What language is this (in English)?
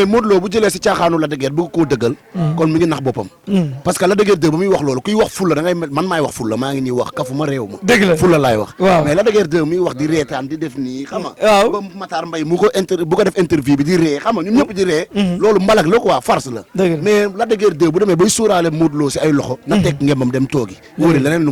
Wolof